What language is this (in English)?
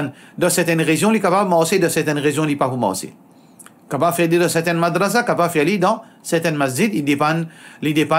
Morisyen